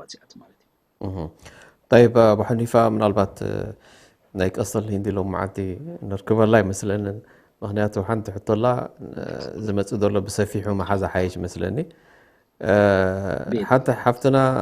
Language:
Tigrinya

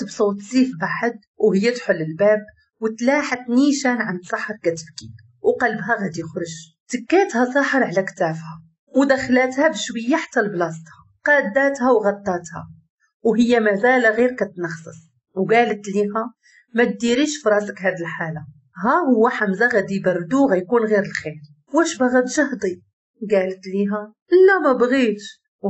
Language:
Moroccan Arabic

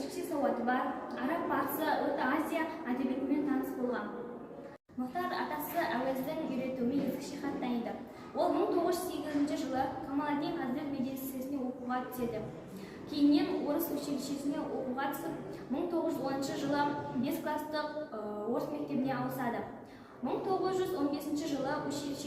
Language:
Kazakh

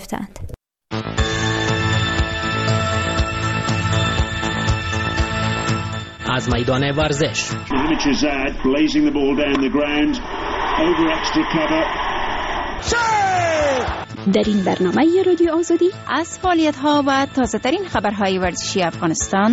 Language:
Persian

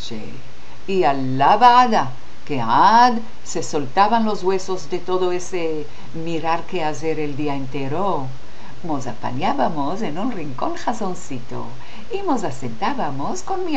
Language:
Ladino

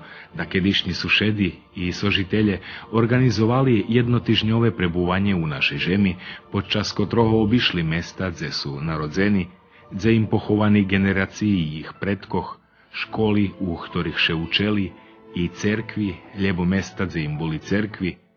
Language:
Rusyn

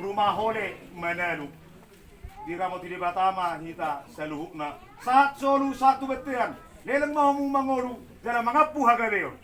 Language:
Batak Toba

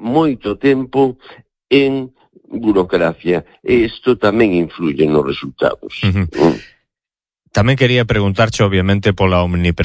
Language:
Galician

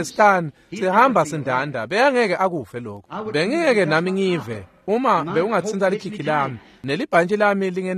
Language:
Swati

